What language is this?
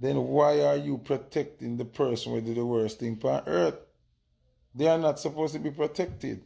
Jamaican Creole English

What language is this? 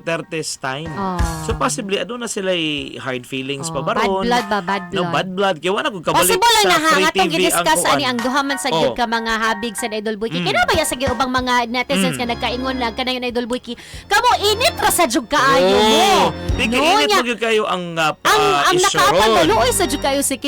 Cebuano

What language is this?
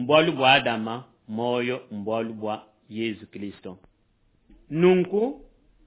Luba-Lulua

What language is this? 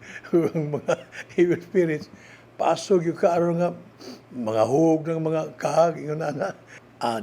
Cebuano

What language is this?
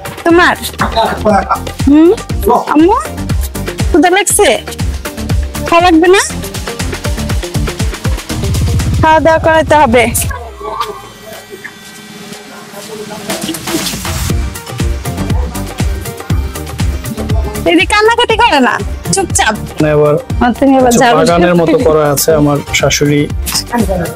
Bangla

